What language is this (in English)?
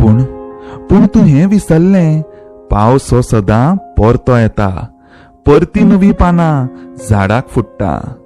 Konkani